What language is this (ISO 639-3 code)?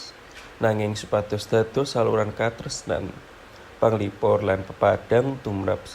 jav